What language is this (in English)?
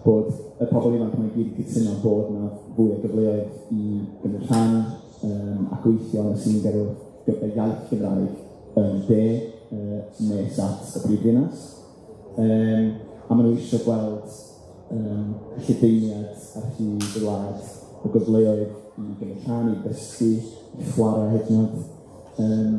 Welsh